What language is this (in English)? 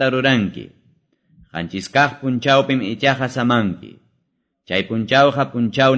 Quechua